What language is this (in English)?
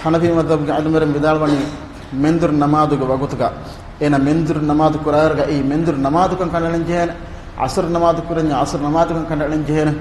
Divehi